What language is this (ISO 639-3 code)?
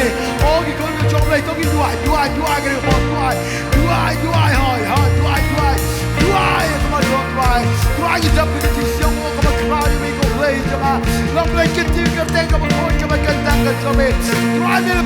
kha